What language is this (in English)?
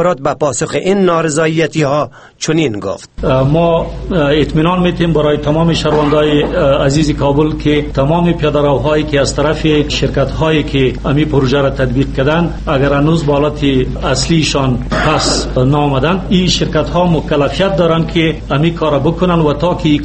Persian